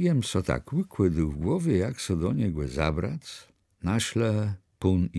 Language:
Kashubian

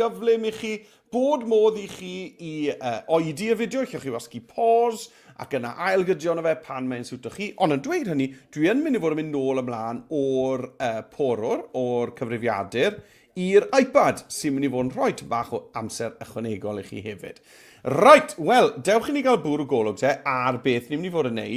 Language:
Welsh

